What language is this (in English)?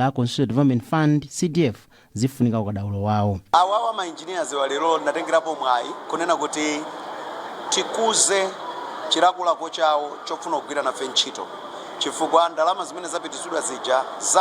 Nyanja